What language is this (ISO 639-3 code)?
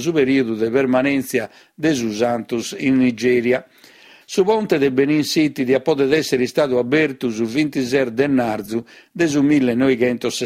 srd